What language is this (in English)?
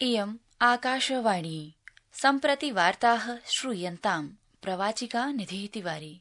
Sanskrit